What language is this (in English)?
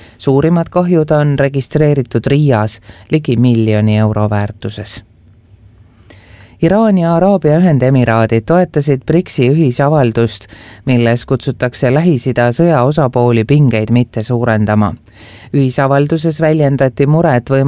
Estonian